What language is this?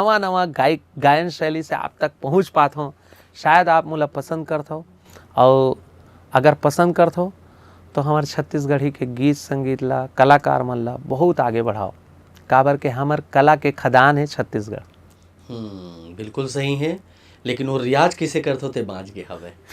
Chhattisgarhi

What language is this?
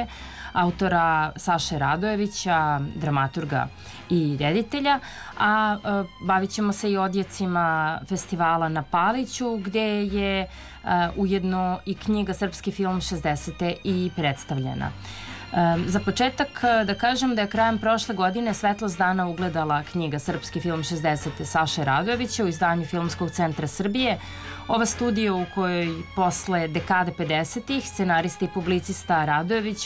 Serbian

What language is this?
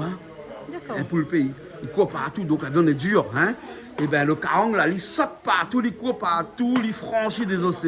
Réunion Creole French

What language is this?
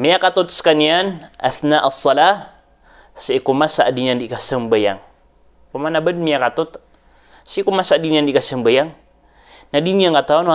Maranao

